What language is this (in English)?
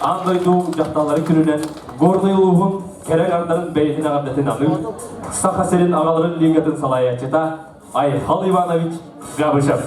Yakut